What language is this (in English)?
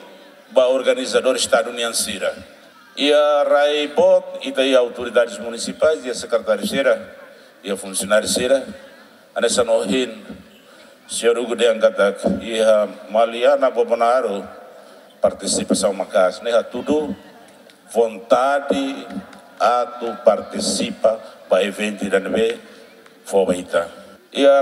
Tetum